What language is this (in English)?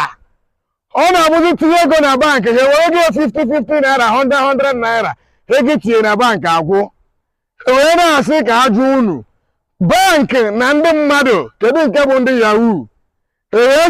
Igbo